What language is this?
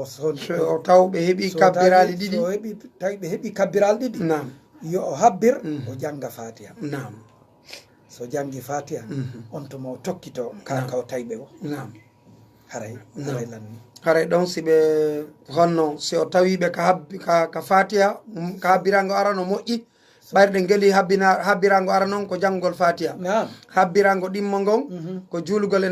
Fula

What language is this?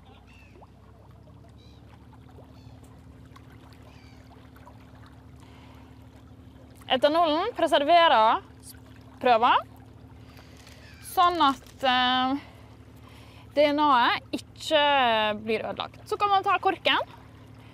Norwegian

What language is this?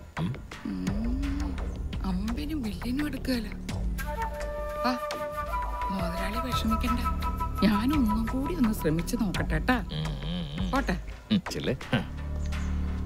Malayalam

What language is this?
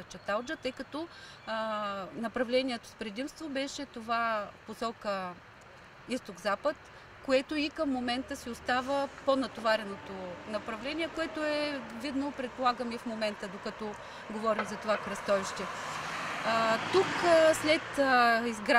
Bulgarian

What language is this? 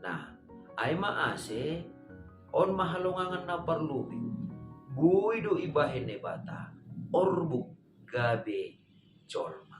Batak Simalungun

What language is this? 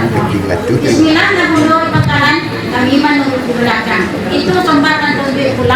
Minangkabau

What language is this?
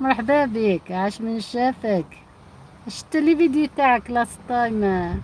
Algerian Arabic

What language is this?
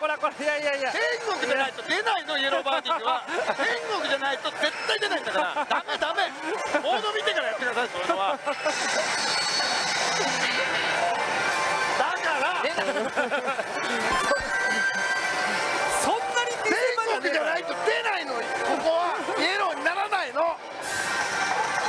Japanese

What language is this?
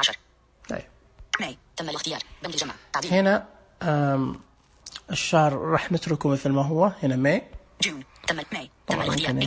Najdi Arabic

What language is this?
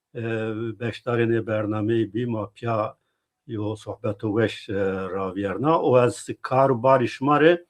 Zaza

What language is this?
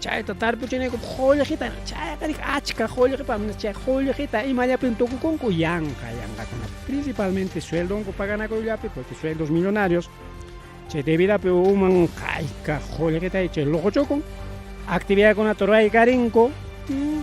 Ayacucho Quechua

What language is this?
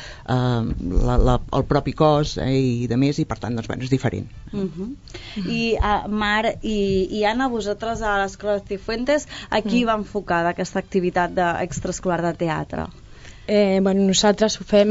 Catalan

